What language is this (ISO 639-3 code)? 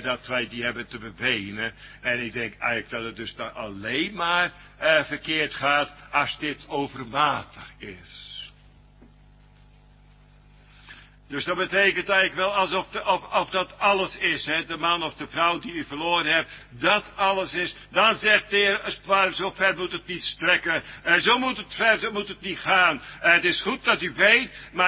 nld